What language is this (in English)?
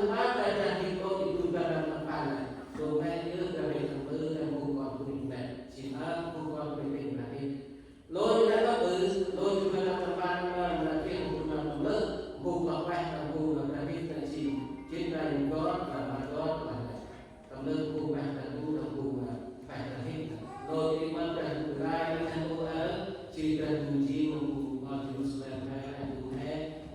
Central Mnong